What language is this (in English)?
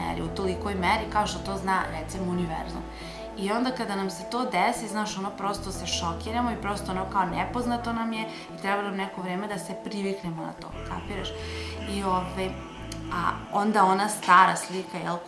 Serbian